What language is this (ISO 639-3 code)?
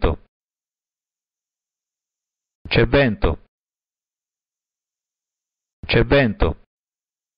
ita